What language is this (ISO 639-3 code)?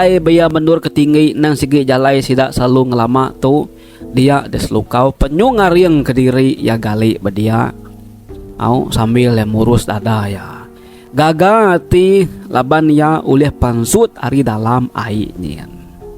iba